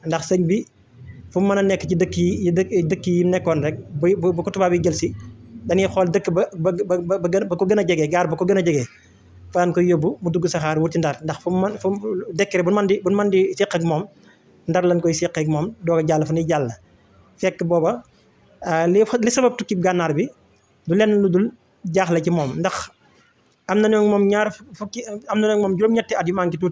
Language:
Wolof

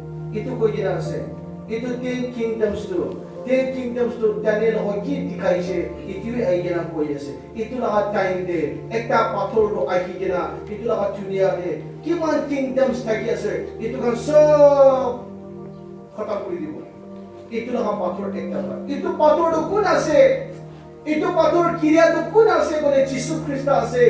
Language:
Naga Pidgin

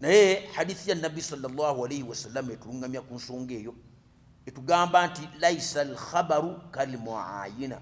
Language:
Ganda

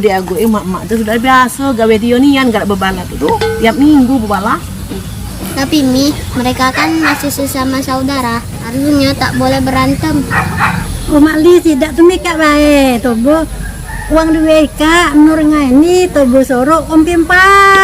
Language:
Musi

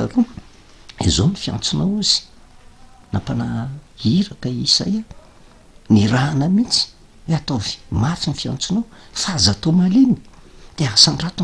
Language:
Malagasy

